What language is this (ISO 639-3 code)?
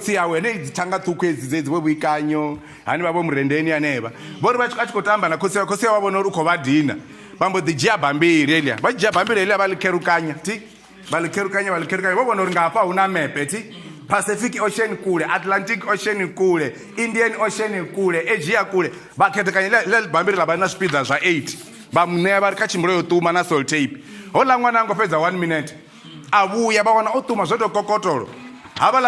ven